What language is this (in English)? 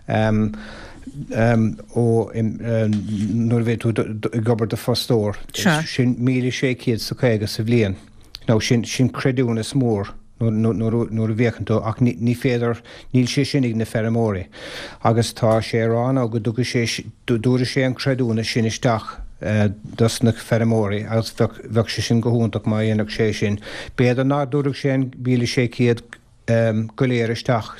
Irish